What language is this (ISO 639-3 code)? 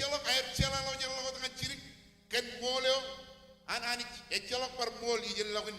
mah